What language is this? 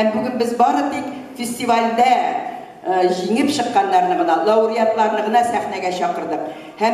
Tatar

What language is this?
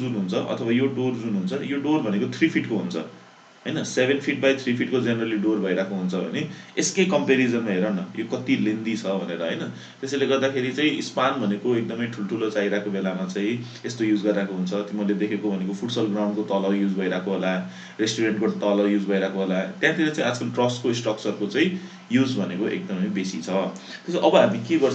Nepali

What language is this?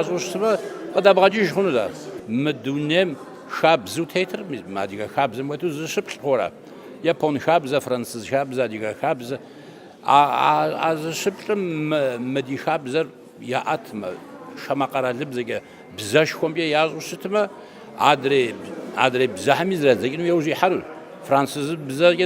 Kabardian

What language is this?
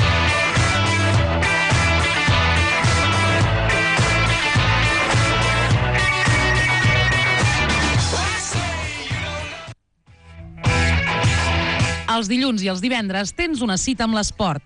Catalan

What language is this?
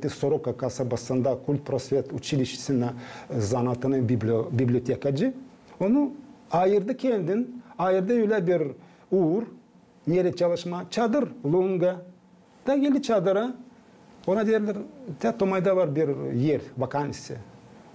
Gagauz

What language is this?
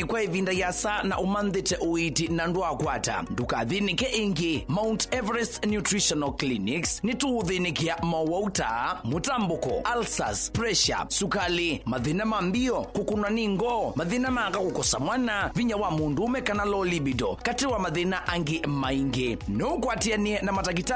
Kamba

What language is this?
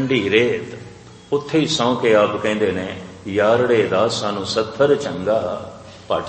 Punjabi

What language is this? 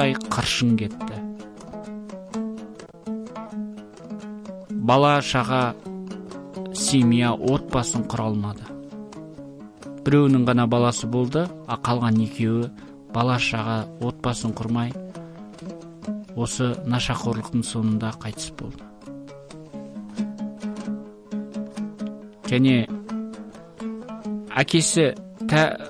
Kazakh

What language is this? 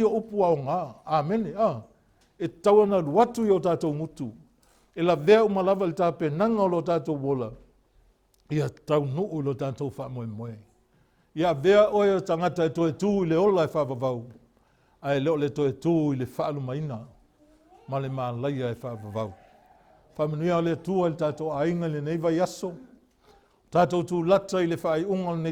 Samoan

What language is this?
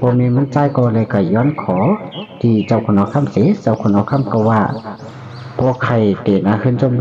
Shan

